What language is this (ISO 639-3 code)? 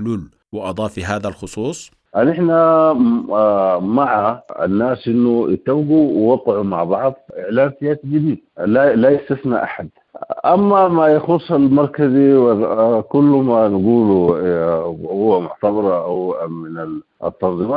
apd